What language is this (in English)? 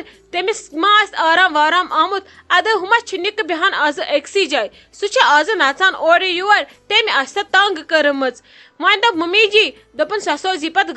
Kashmiri